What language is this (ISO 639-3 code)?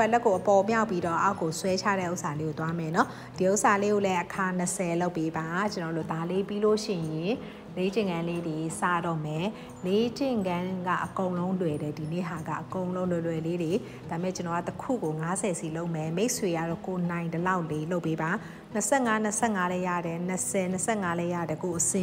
mya